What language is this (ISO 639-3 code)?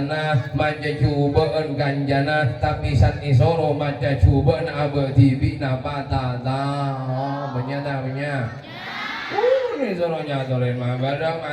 mad